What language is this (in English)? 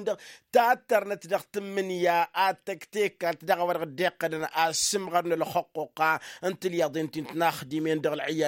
Tamasheq